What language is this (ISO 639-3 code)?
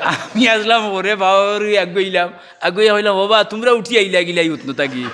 syl